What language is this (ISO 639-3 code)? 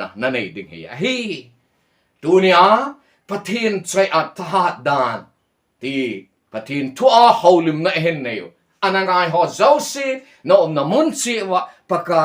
tcz